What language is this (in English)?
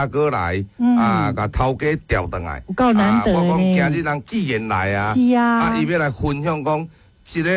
Min Nan Chinese